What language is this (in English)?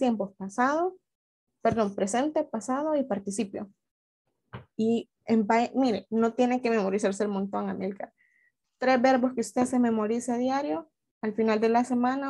Spanish